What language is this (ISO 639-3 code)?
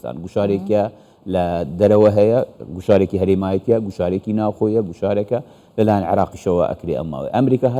ckb